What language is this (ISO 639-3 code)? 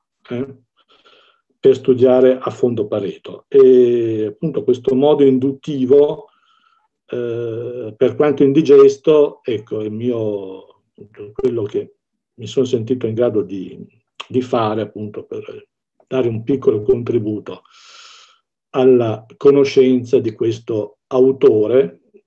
ita